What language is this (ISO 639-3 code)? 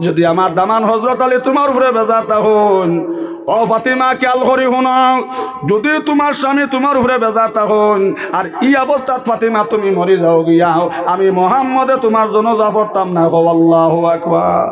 syl